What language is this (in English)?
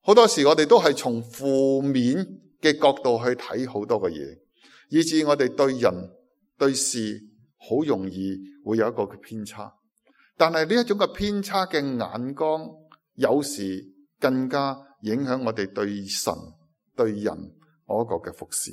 Cantonese